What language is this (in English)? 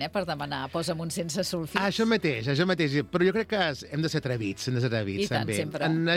Catalan